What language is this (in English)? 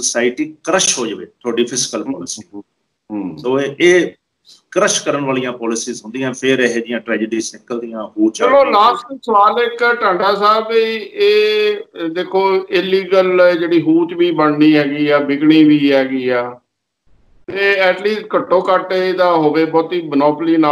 Punjabi